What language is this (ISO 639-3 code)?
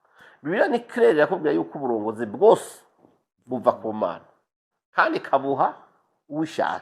run